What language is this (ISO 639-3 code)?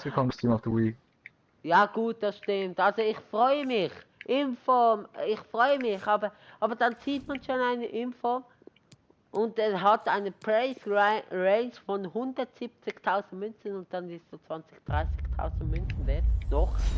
gsw